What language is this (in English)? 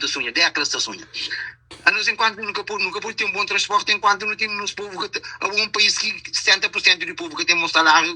Kabuverdianu